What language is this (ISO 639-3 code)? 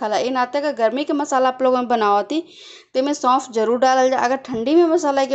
bho